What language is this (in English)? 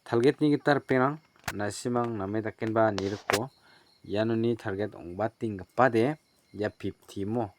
Garo